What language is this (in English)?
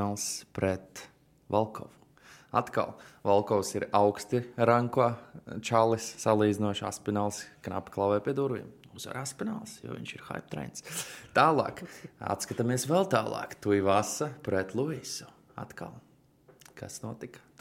Latvian